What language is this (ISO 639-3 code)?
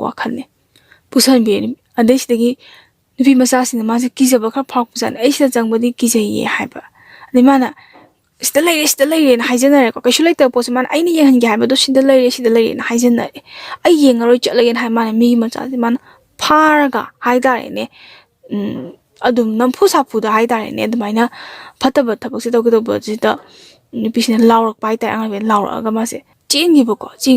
mni